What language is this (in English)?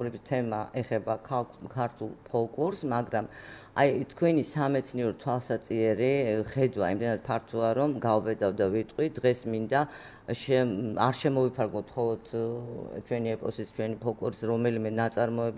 Georgian